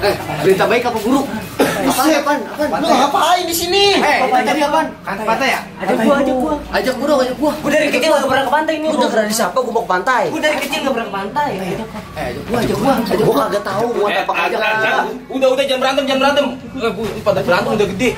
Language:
Betawi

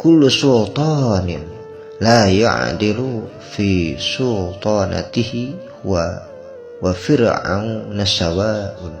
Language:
Sundanese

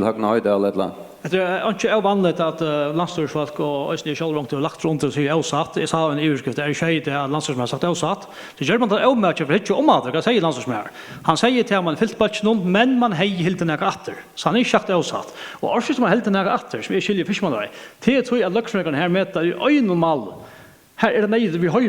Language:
Faroese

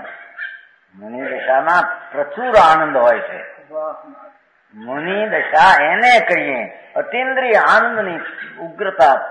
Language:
Gujarati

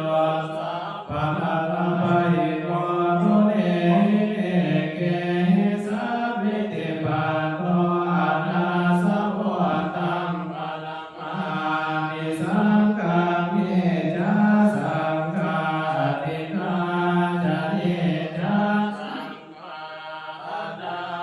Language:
Pali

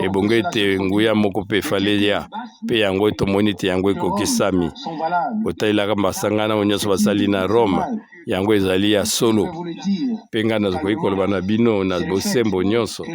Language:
Lingala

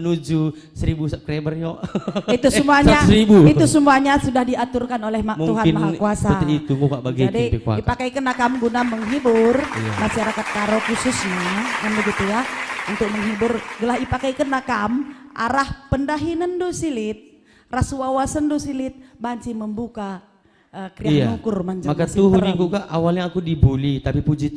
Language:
Batak Karo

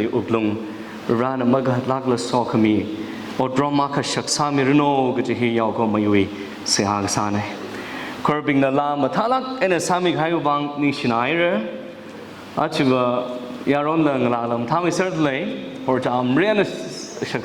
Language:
Tangkhul Naga (India)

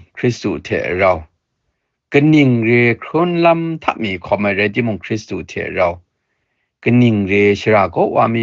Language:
Kachin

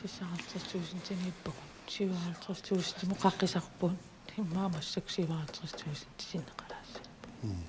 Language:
Kalaallisut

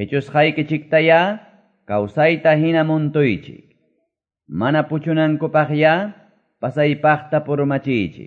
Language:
Quechua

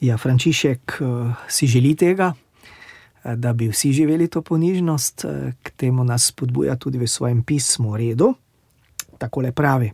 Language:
Slovenian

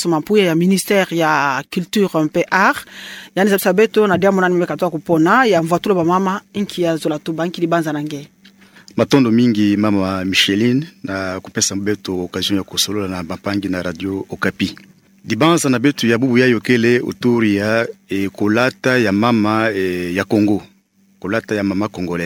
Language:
Kituba (Democratic Republic of Congo)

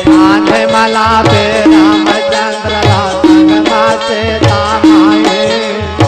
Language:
Chhattisgarhi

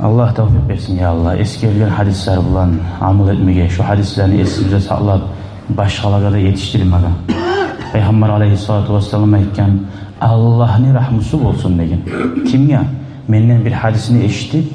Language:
Kumyk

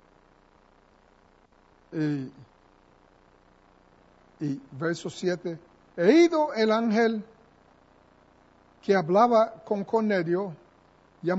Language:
Spanish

